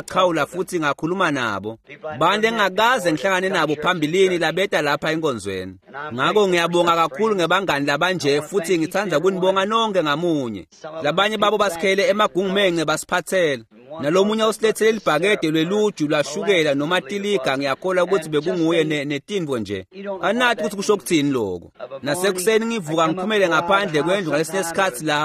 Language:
Swati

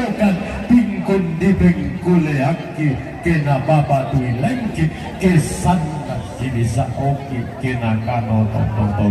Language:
Toraja-Sa'dan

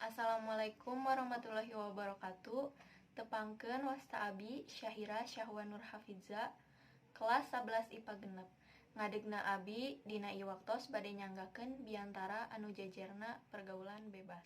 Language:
Sundanese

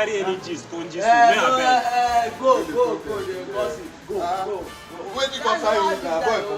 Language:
Nigerian Pidgin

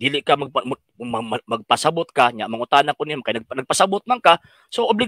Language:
Cebuano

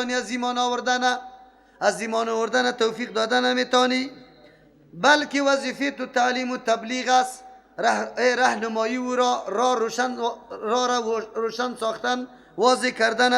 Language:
Persian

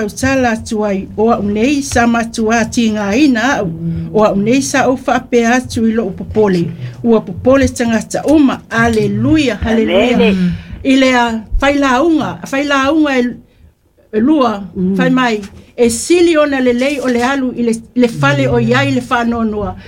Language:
Samoan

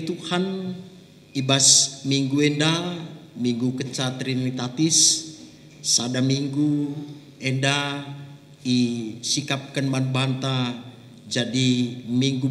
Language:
Batak Karo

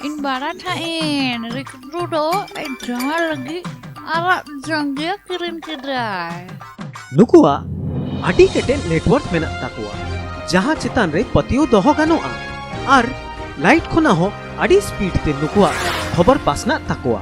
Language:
Santali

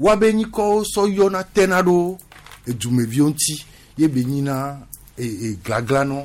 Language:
Gen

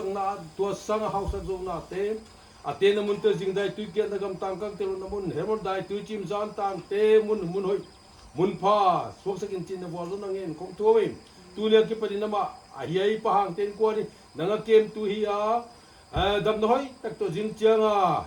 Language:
Paite Chin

